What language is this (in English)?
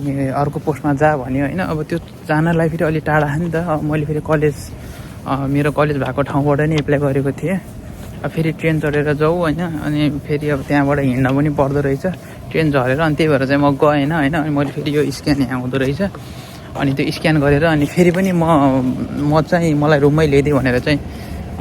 Nepali